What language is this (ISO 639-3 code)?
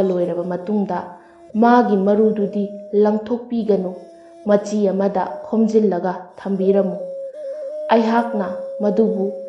mni